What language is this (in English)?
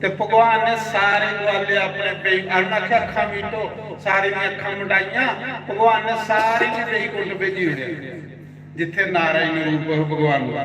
Dogri